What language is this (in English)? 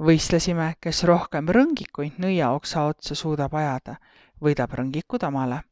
Estonian